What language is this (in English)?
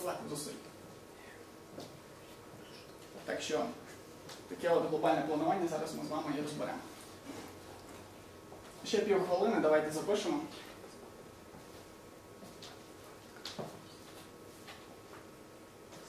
Ukrainian